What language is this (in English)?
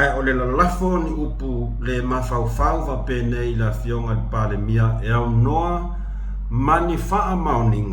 Samoan